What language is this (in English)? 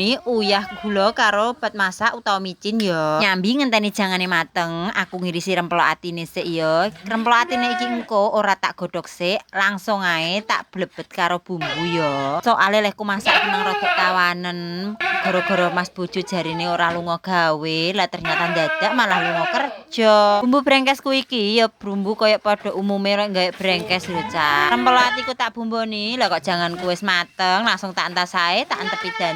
Javanese